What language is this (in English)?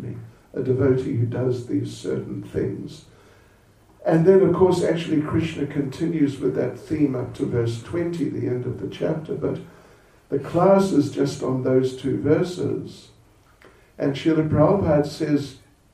English